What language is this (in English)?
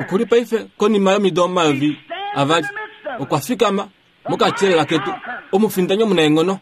Kuanyama